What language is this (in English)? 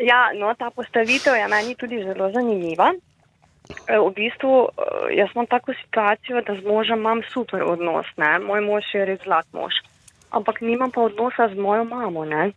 Slovenian